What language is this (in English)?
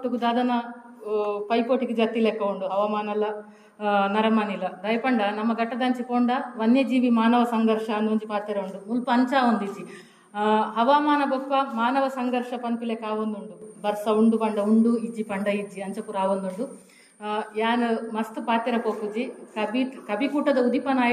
Tulu